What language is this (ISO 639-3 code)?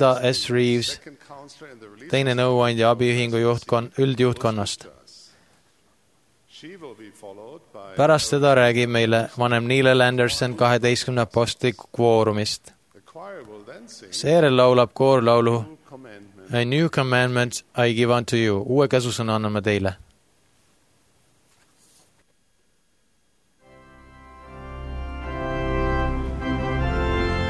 est